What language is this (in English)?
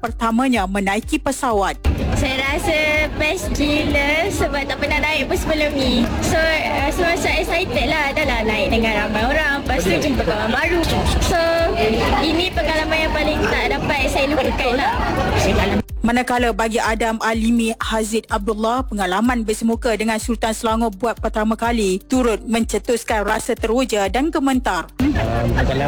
Malay